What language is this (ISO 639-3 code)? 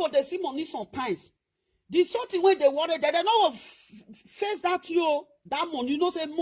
pcm